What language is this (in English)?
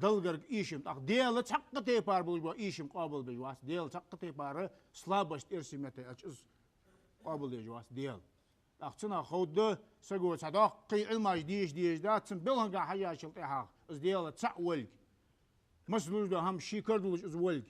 Ingush